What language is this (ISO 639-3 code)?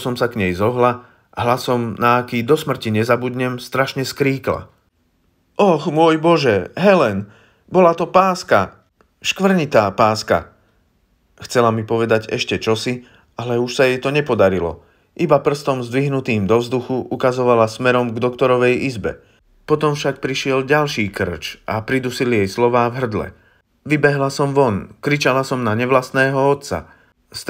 slk